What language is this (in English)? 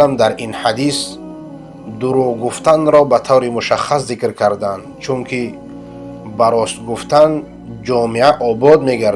Persian